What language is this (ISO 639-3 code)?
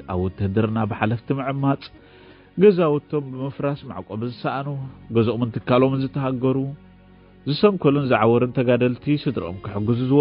tir